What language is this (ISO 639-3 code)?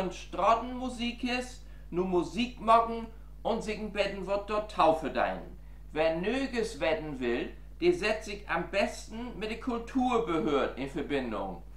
nds